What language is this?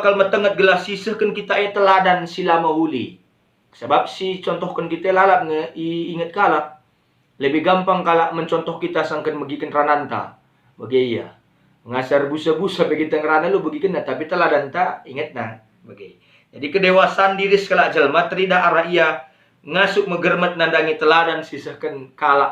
Batak Karo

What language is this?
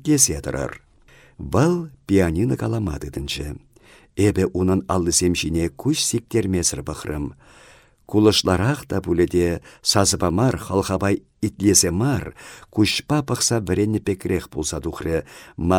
Chuvash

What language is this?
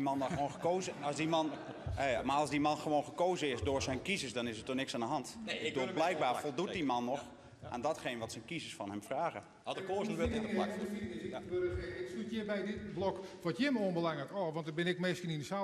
Western Frisian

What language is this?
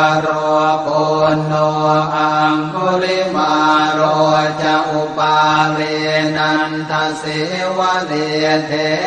Pali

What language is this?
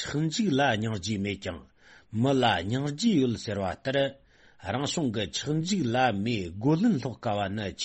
Tibetan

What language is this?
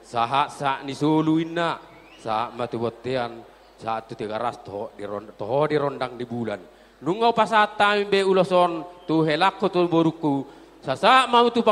Batak Toba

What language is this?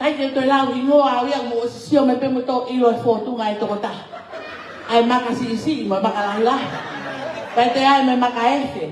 Tongan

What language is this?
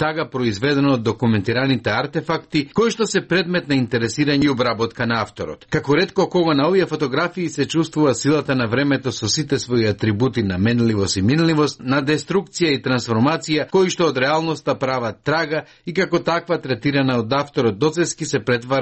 Macedonian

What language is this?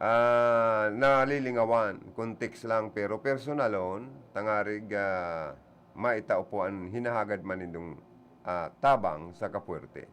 Bikol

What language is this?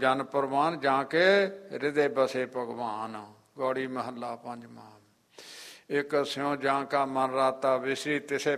Punjabi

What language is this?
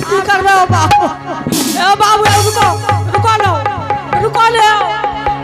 Angika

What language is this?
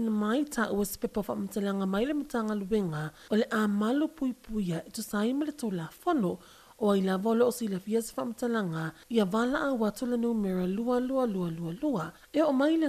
Samoan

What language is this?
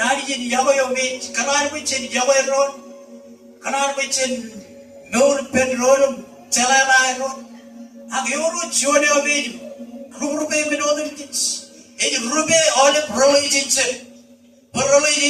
Marshallese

